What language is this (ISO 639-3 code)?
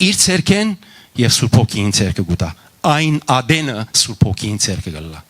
hyw